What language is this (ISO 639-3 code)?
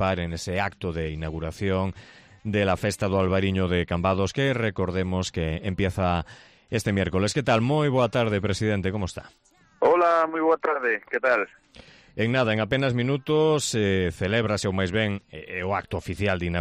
glg